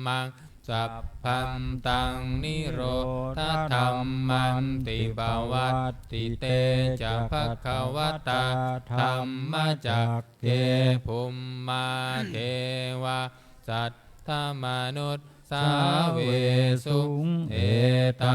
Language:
Pali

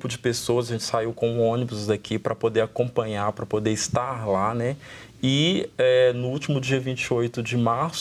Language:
Portuguese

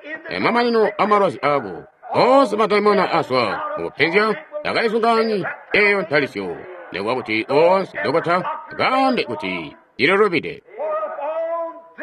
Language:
Tonga (Zambia)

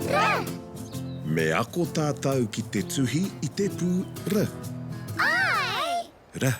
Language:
Māori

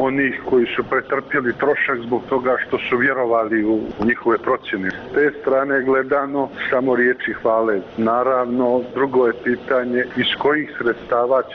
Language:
Croatian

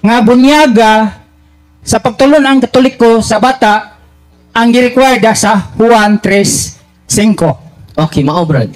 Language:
Cebuano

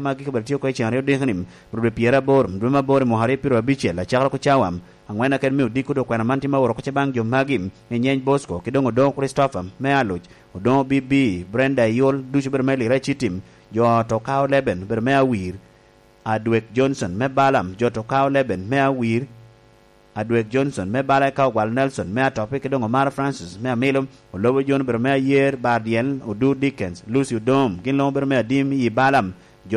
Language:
Lango (Uganda)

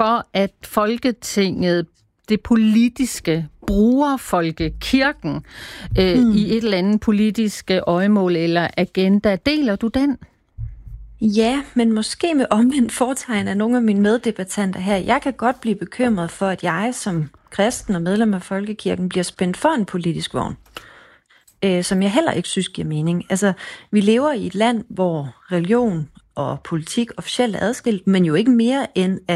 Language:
Danish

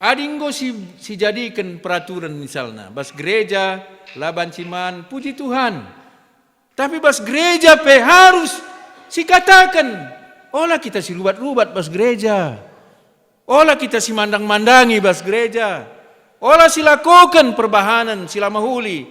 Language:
Batak Karo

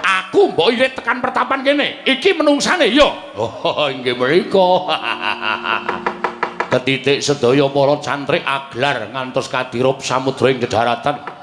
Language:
Javanese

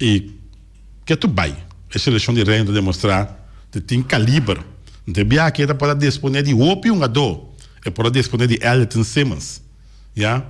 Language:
Papiamento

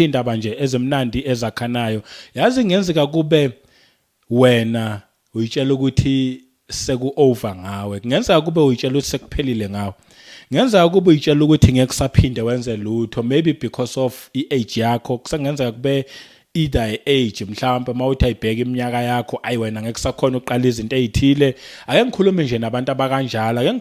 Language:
Zulu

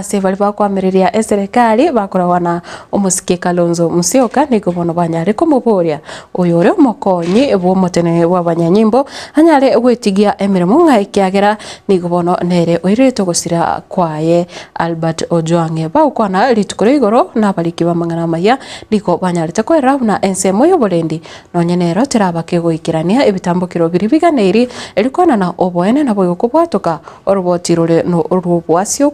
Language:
Gusii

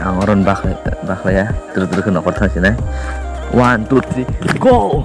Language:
Kok Borok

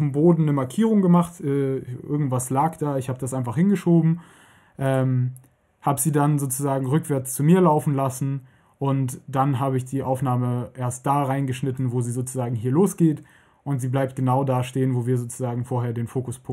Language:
German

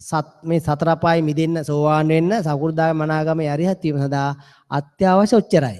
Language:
Sinhala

